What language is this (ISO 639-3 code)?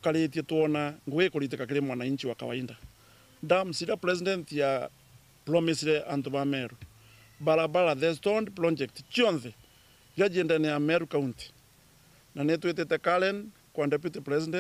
mer